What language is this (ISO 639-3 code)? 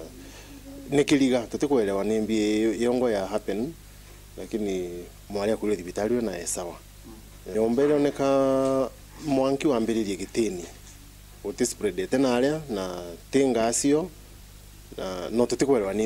mer